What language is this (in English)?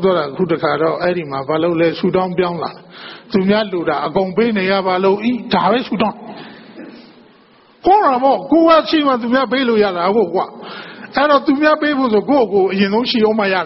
Burmese